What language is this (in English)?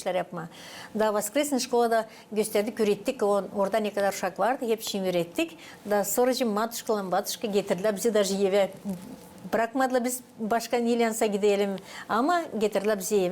Gagauz